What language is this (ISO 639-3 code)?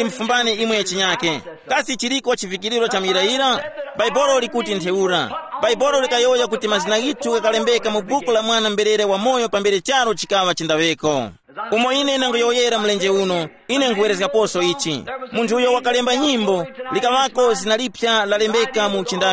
tum